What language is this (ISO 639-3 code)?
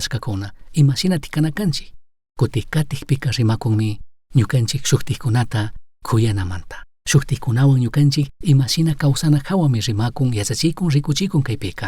qug